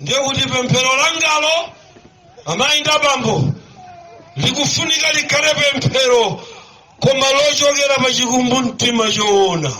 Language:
Nyanja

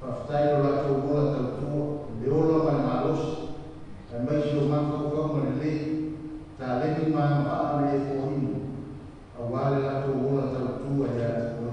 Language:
Samoan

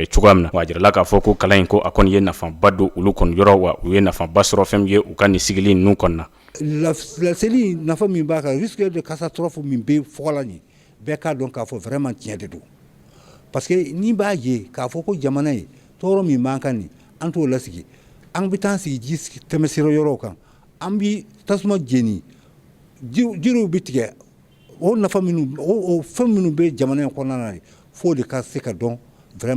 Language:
Bambara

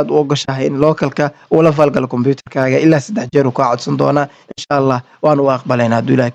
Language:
Somali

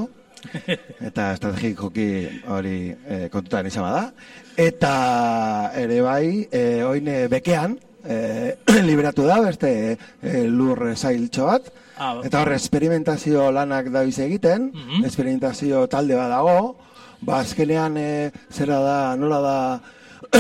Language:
Basque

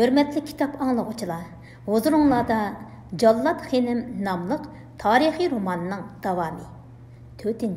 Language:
Uyghur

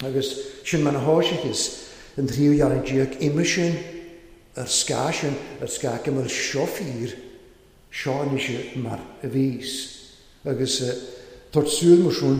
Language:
Welsh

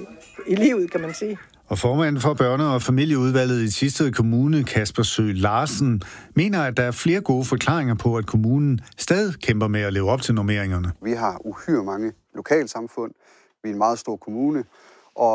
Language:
Danish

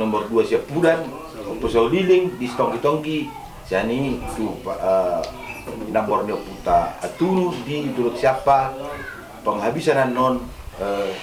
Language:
Batak Toba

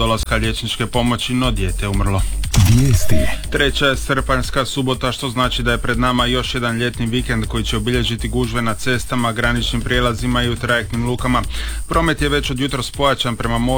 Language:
Croatian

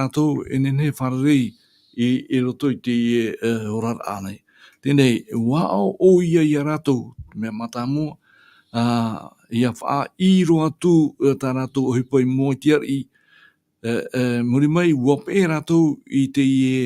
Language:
Tahitian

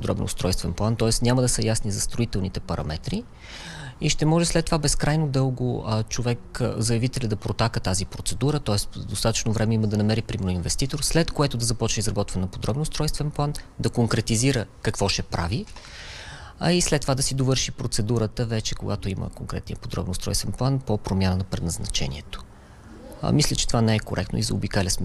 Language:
Bulgarian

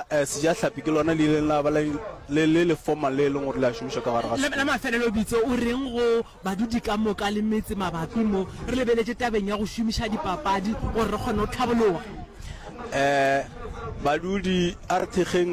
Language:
Northern Sotho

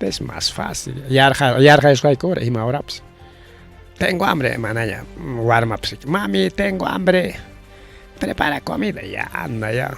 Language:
Ayacucho Quechua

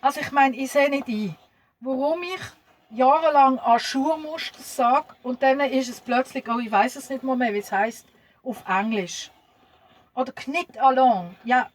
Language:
Swiss German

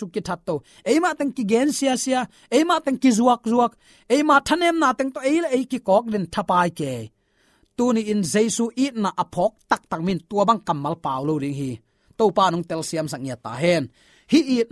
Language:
Tedim Chin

